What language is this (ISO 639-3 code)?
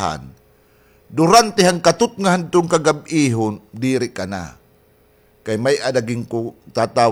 war